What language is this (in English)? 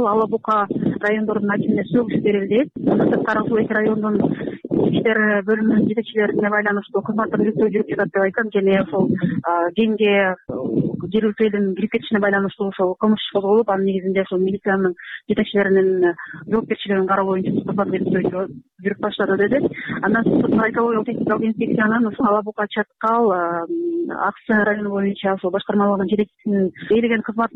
Kyrgyz